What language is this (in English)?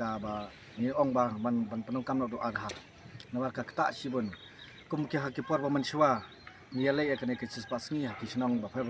Khasi